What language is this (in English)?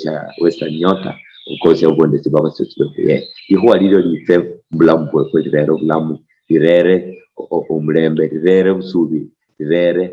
Luyia